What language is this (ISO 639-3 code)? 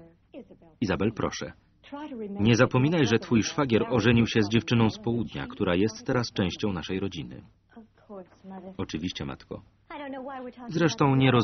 pol